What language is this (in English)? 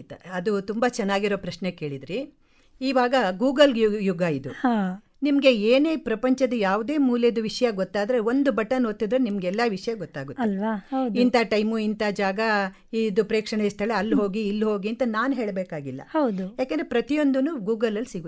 Kannada